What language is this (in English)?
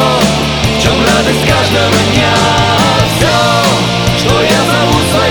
Russian